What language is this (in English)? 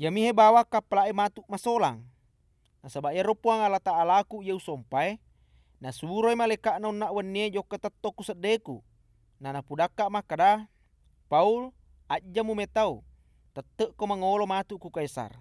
Buginese